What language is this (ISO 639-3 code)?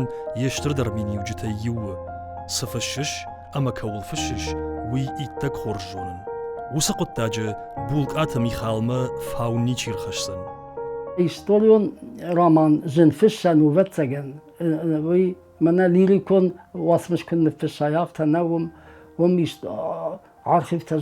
oss